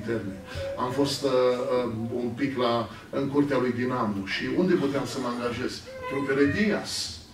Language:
Romanian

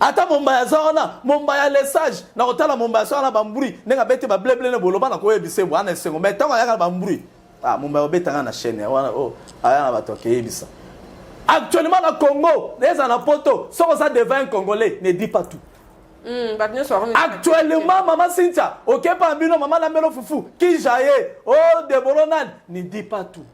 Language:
Lingala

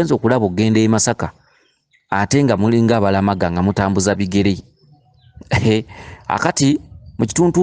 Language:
Ganda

